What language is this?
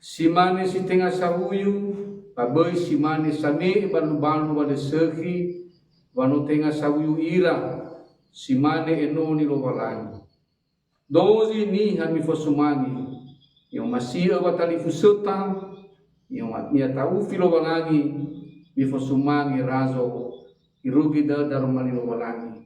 Nias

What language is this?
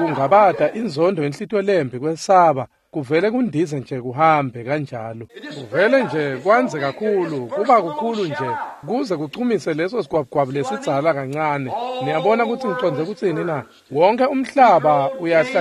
Swati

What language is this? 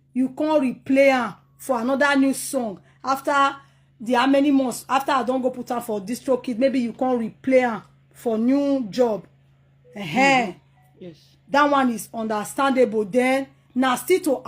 Nigerian Pidgin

